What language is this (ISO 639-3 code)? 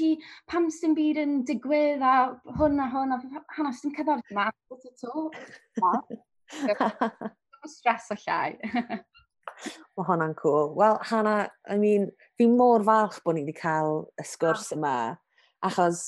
cym